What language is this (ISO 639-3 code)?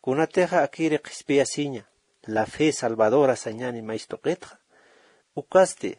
aym